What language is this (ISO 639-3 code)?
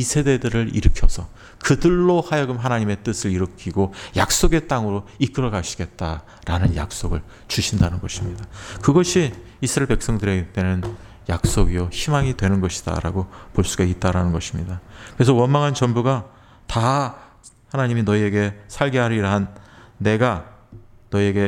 kor